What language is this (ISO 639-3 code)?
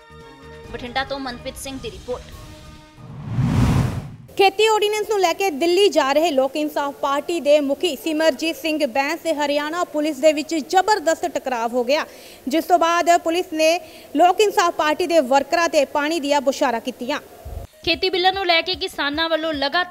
pan